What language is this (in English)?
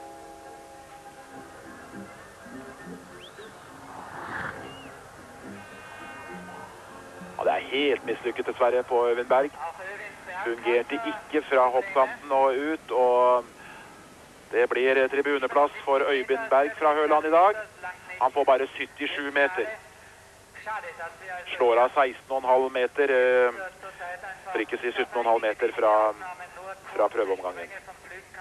Norwegian